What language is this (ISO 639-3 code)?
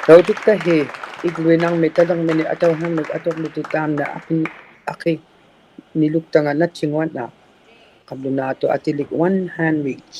iku